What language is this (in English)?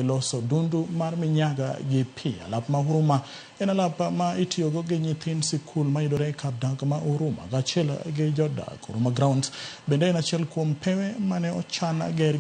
Luo (Kenya and Tanzania)